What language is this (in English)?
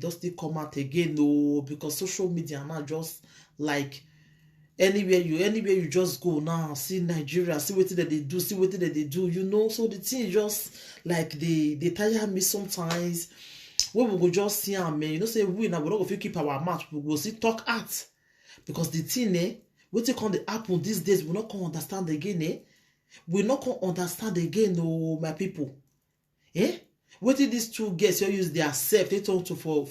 Nigerian Pidgin